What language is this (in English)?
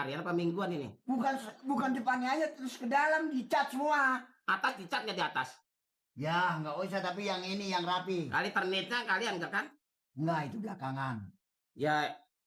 Betawi